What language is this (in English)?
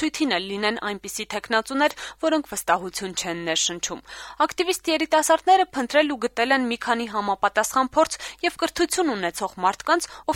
Armenian